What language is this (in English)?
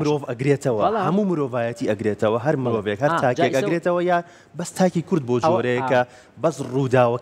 Central Kurdish